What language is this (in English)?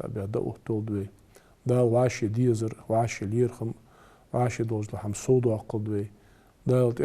Ingush